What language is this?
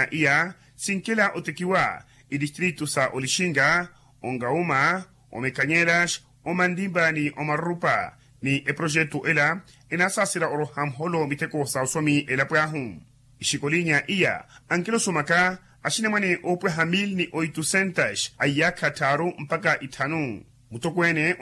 Makhuwa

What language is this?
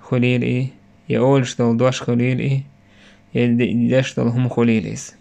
Chechen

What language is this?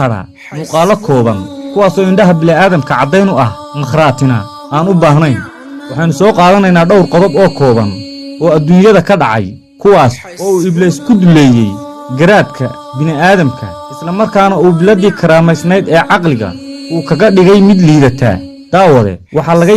Somali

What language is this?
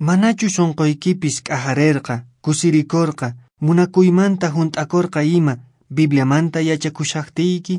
Quechua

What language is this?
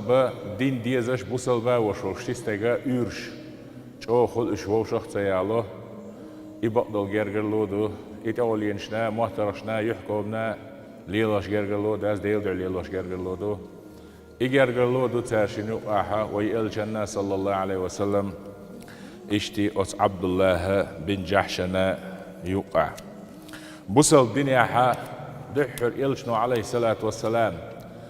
Chechen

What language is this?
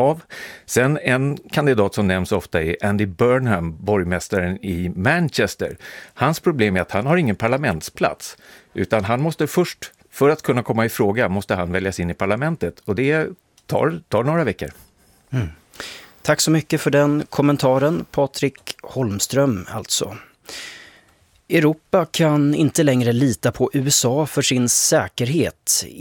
Swedish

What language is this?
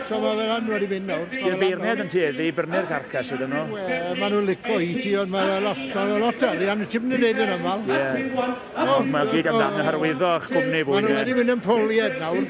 Welsh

